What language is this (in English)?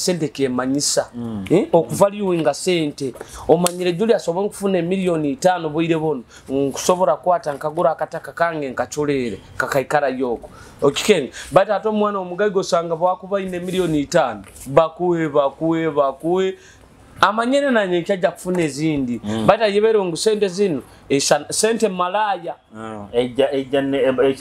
Nyoro